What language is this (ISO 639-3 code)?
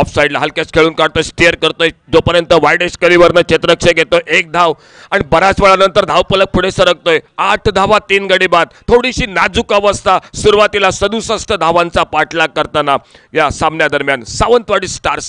mar